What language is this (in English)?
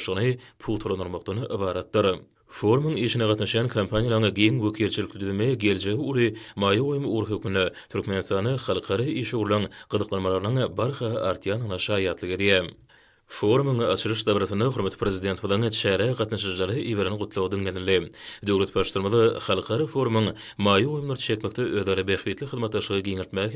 Turkmen